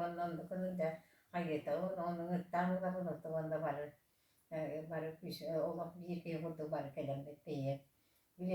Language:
Yakut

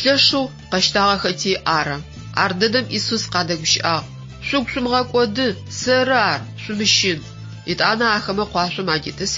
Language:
Adyghe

